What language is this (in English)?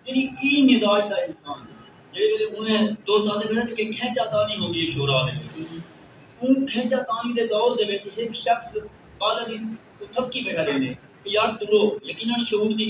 Saraiki